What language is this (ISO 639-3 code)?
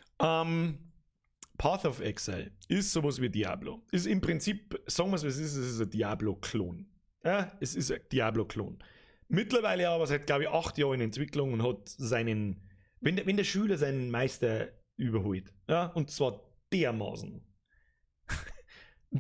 bar